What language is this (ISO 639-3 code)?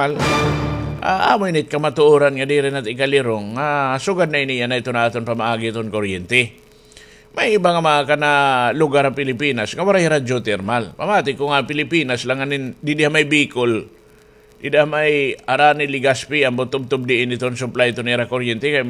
war